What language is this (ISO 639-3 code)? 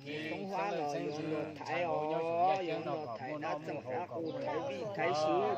hmn